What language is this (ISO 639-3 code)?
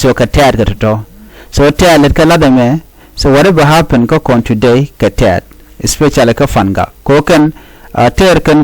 nus